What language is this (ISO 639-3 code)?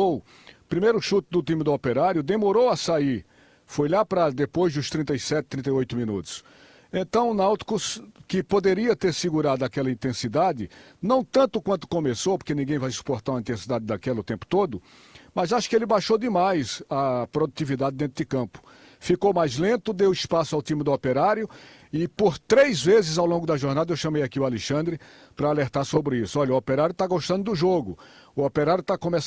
por